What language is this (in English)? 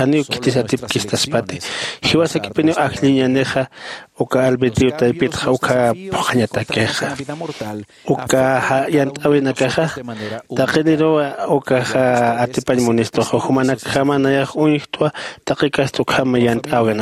Aymara